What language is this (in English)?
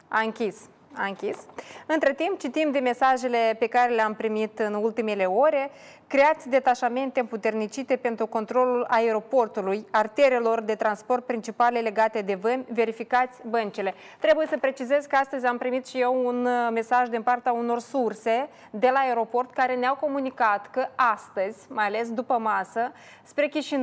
Romanian